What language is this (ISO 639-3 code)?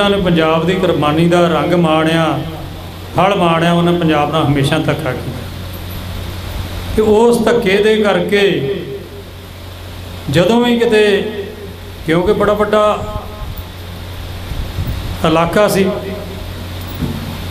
pan